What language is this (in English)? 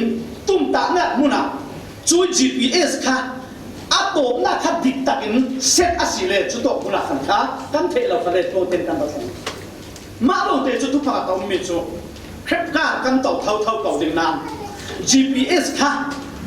Falam Chin